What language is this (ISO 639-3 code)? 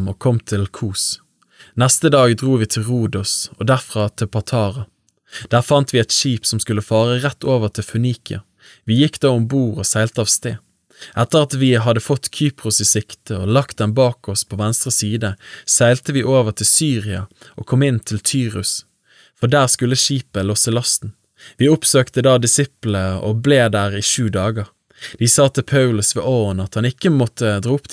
nor